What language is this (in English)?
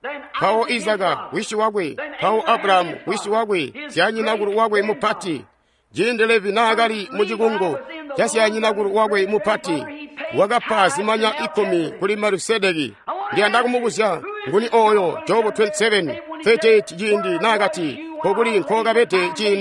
Tonga (Zambia)